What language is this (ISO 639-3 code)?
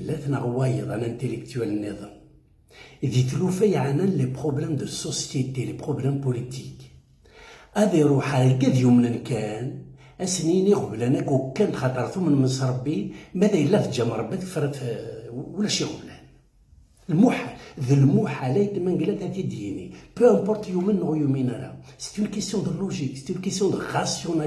kab